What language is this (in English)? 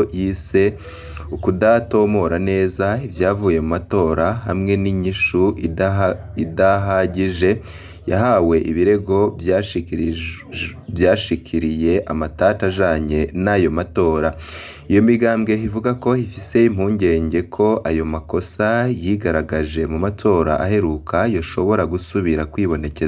Rundi